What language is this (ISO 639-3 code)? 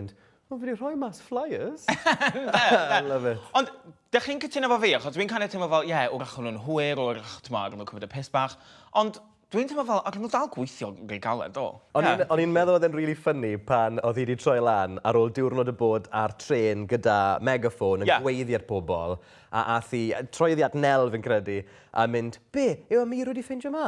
cym